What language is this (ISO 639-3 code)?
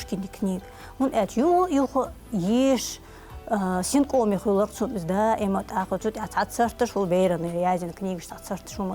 che